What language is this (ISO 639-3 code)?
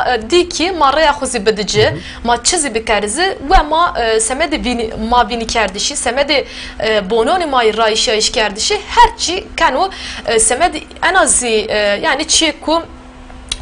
zza